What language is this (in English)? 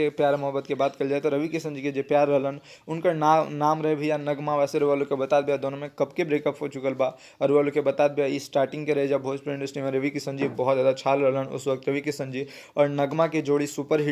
Bhojpuri